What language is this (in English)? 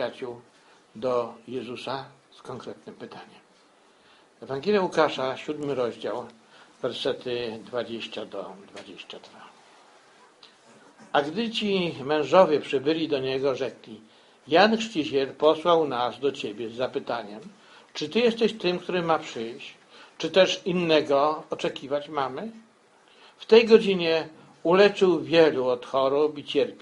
Polish